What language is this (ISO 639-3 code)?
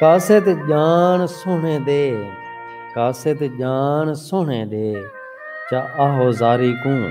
skr